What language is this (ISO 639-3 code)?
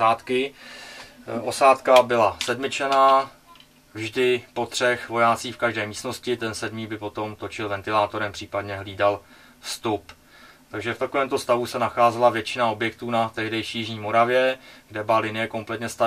ces